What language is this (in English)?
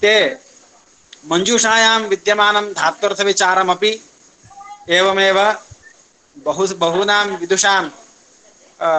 Sanskrit